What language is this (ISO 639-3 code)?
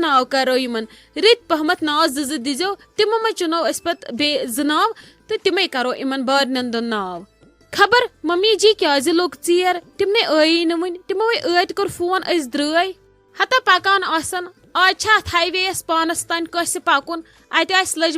kas